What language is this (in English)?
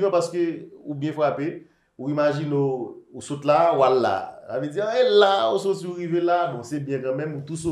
Haitian Creole